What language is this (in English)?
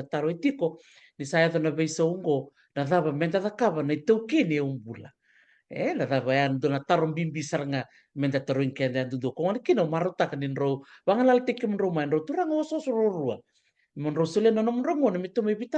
Fijian